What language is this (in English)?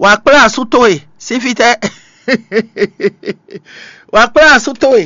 Fon